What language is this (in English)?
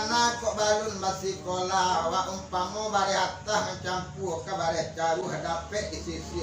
Minangkabau